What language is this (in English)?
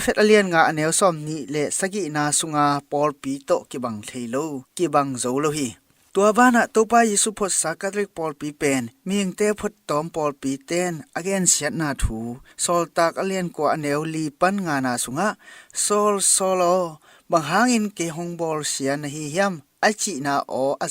Tedim Chin